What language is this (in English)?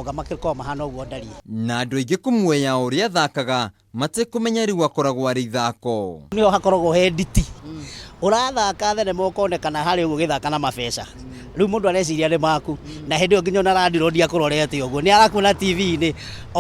Kikuyu